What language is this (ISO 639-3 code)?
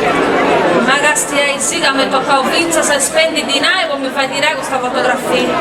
srd